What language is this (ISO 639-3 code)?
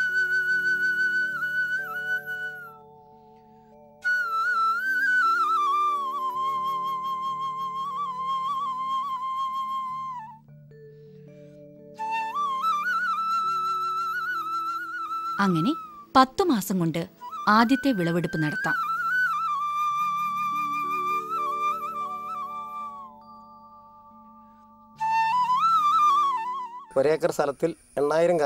mal